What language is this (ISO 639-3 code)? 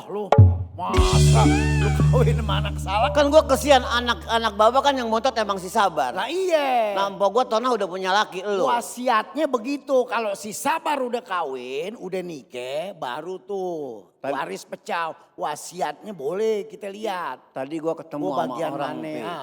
bew